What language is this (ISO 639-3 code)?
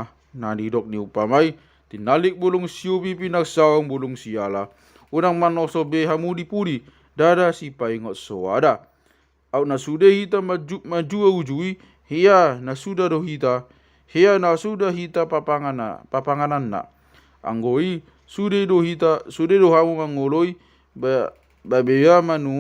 bbc